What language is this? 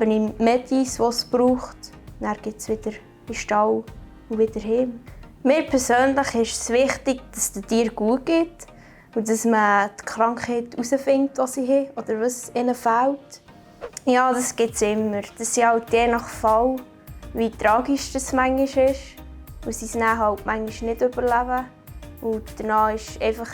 Swiss German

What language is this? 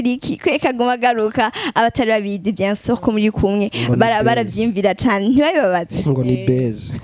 Rundi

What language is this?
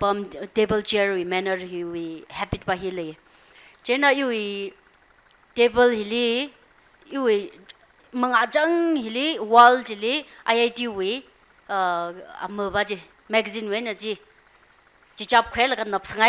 Tangkhul Naga (India)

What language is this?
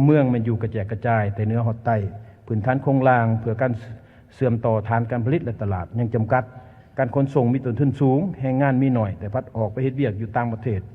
Lao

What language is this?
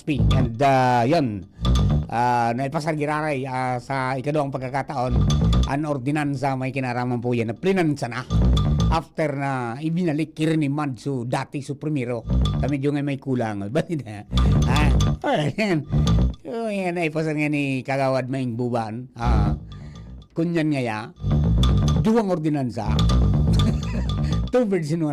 Bikol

